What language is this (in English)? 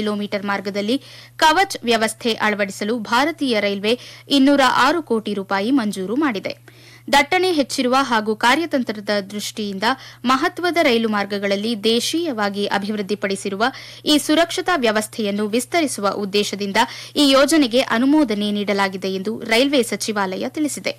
Kannada